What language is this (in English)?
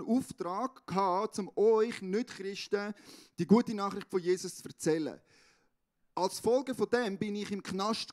Swiss German